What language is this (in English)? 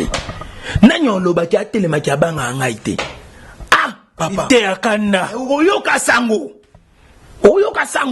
Lingala